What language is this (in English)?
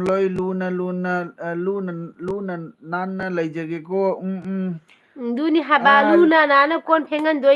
Manipuri